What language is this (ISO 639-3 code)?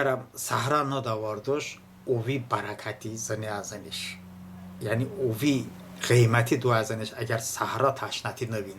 tly